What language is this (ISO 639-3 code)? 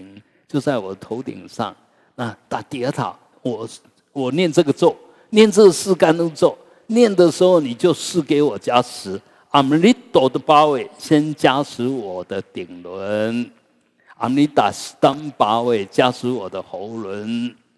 zho